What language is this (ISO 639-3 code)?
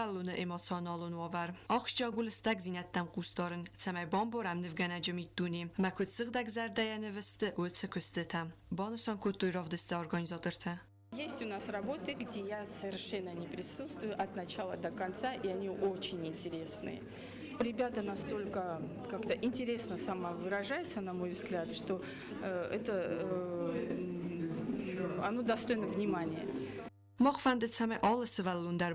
oss